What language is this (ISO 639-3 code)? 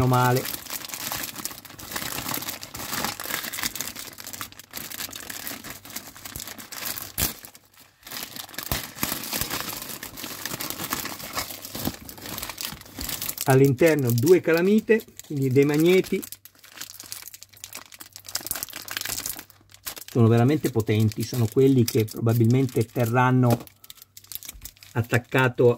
ita